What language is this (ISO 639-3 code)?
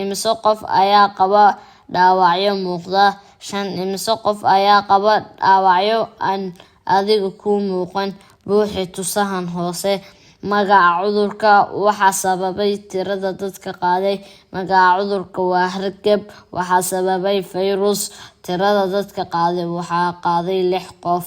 som